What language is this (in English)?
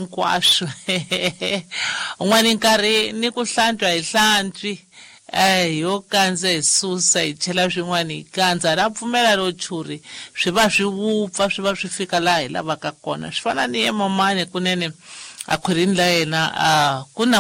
Tsonga